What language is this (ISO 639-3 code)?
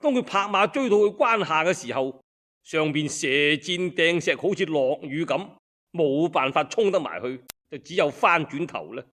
yue